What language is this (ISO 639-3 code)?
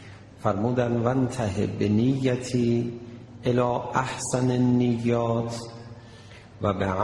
fas